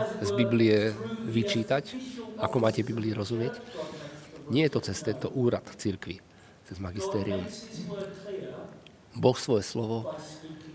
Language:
Slovak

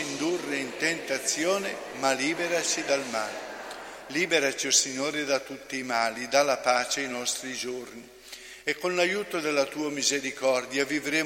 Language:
Italian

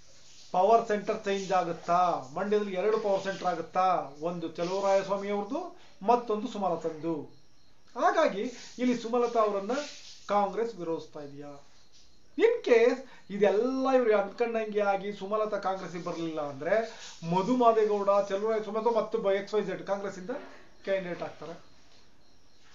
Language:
Kannada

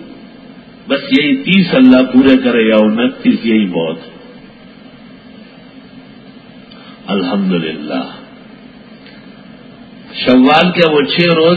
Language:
Urdu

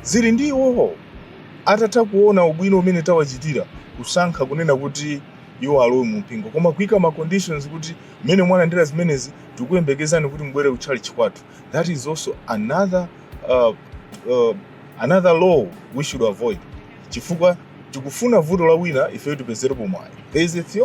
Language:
Nyanja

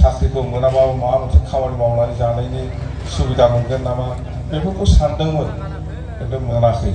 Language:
Bodo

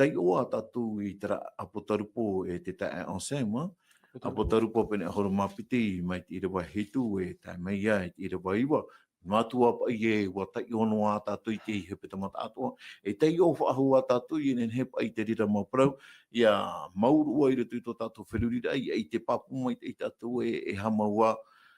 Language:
Tahitian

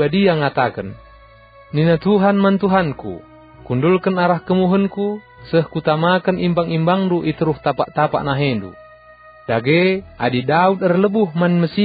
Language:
Batak Karo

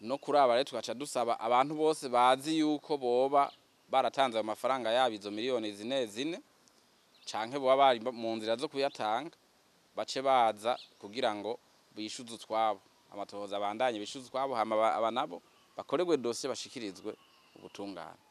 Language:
Rundi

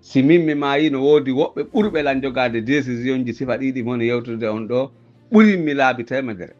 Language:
Pular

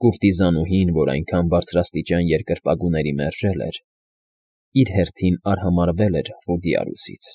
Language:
Armenian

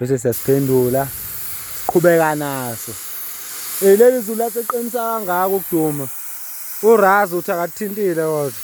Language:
Zulu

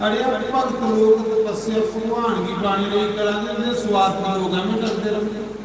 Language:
Dogri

